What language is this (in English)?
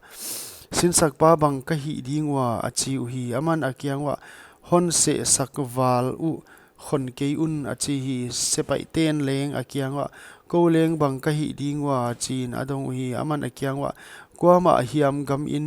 Paite Chin